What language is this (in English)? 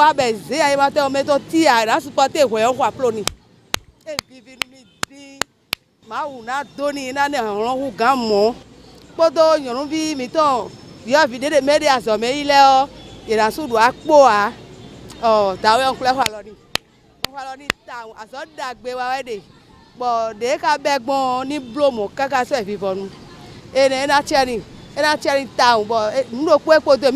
Fon